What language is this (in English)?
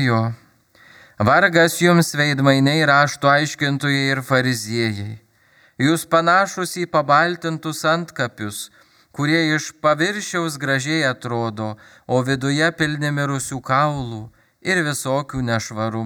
Lithuanian